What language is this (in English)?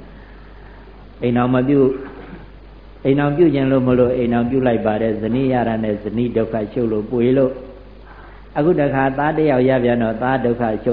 Burmese